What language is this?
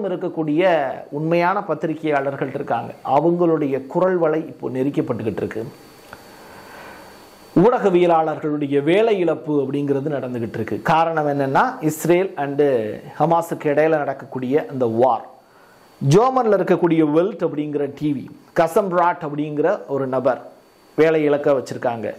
Tamil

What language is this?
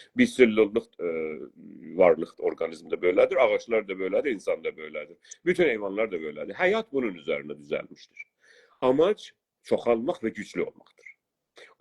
South Azerbaijani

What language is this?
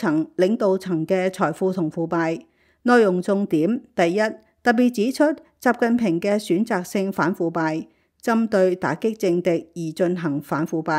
Cantonese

